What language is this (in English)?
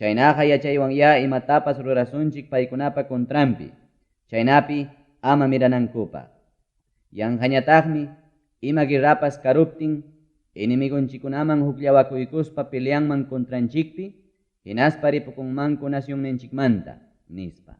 Ayacucho Quechua